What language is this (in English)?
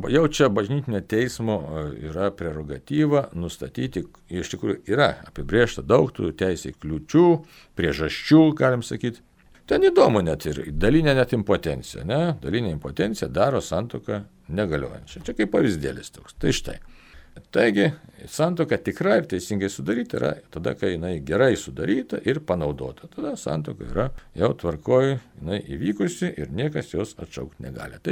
Lithuanian